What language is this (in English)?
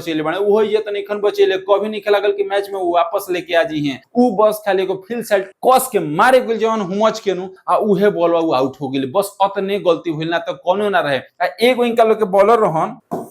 Bhojpuri